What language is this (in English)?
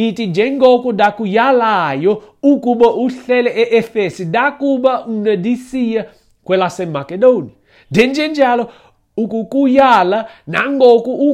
Xhosa